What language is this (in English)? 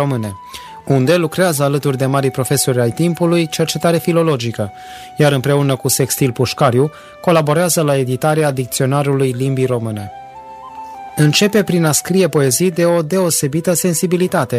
Romanian